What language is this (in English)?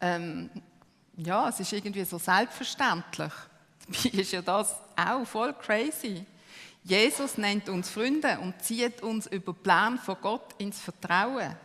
Swiss German